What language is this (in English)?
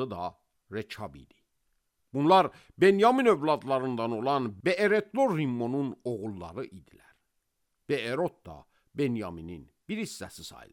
Azerbaijani